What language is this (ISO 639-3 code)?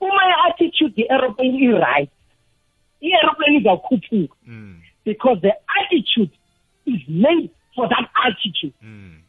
nbl